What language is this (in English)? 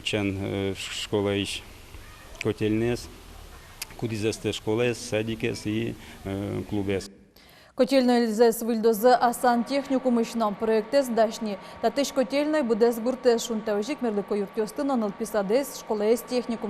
Udmurt